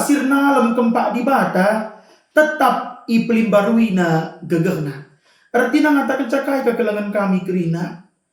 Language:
Batak Karo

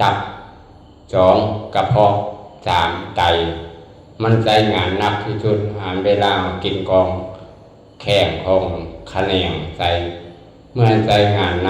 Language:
Lao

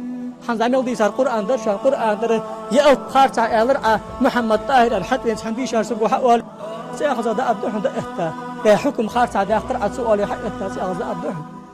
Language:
Ingush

